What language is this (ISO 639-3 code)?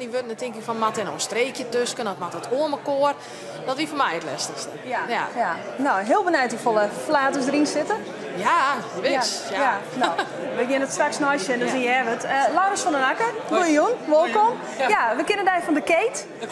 fry